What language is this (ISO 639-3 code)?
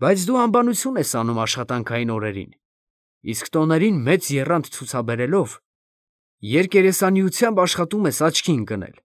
hye